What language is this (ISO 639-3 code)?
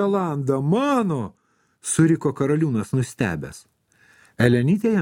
lit